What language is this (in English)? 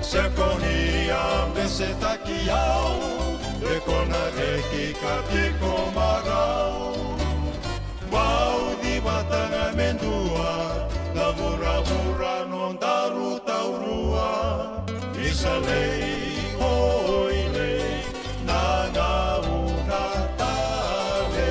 Fijian